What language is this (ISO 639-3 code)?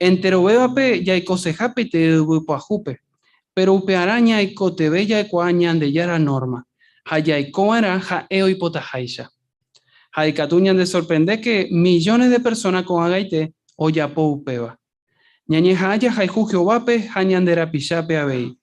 grn